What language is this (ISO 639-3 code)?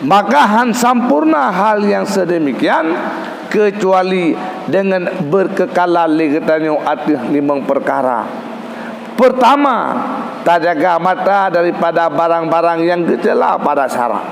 ace